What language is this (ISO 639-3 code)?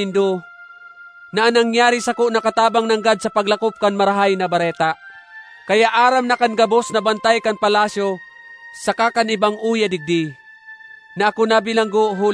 bik